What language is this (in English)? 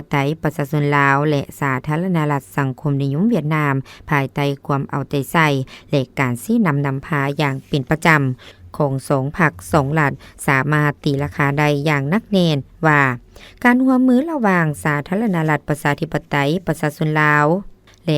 Lao